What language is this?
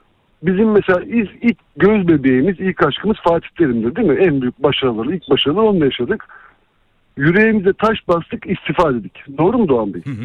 Turkish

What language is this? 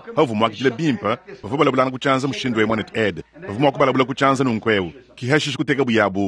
Luba-Lulua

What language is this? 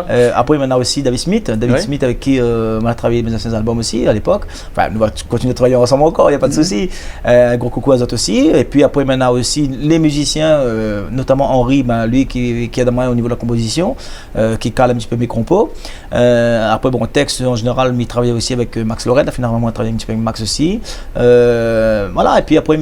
Réunion Creole French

